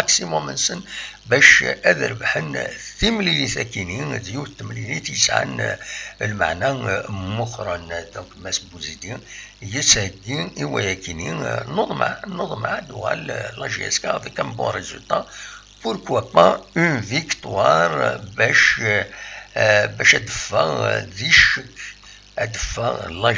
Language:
Kabyle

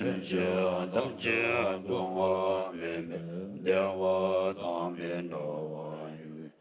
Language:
Tibetan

